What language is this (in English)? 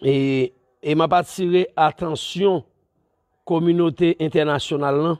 Haitian Creole